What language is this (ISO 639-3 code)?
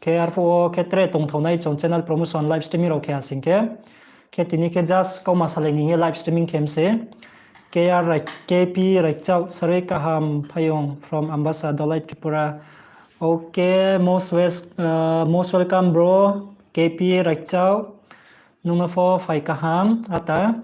ria